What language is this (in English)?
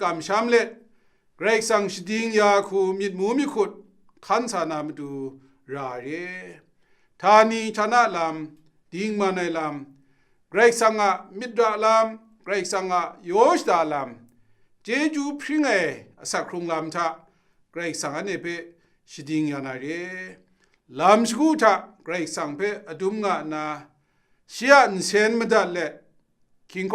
Kachin